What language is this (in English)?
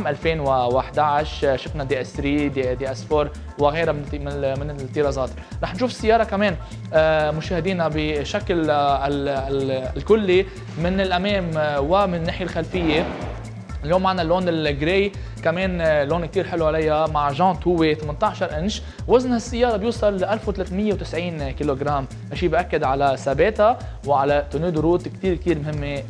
North Levantine Arabic